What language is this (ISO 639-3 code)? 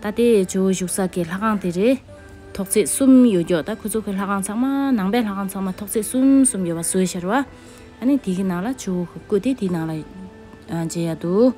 bod